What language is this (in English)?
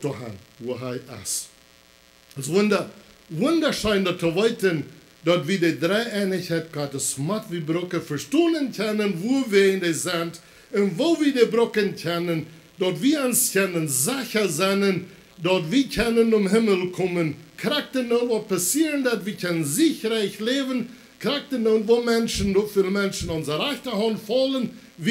Plautdietsch